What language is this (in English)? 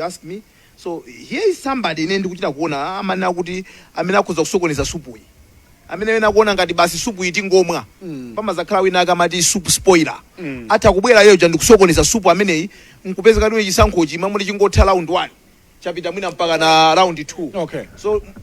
Nyanja